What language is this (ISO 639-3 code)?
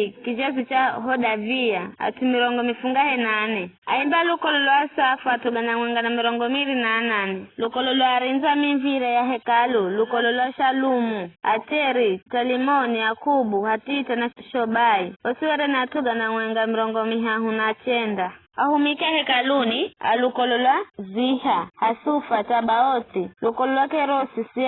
nyf